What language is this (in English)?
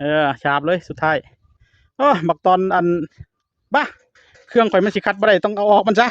Northeastern Thai